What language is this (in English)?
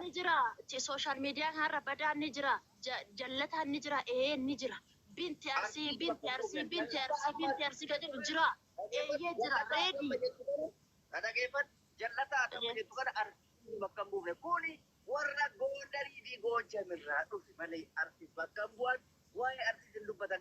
Oromo